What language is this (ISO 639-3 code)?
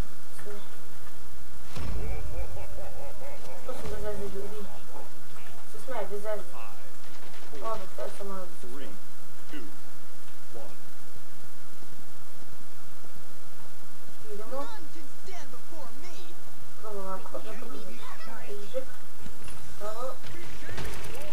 srp